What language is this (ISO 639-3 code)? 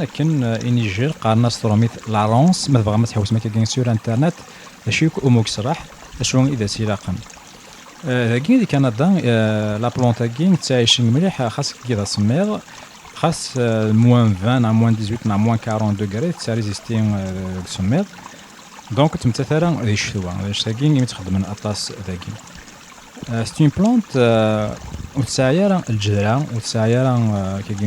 kab